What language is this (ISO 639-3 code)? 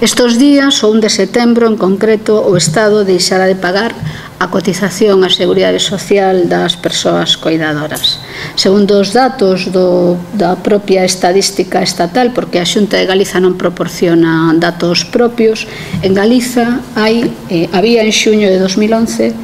glg